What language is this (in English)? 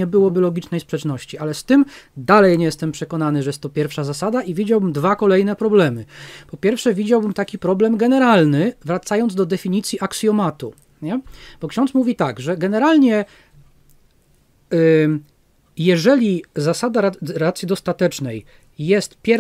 Polish